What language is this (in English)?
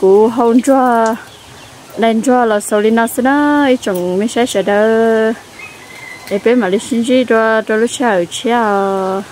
Hmong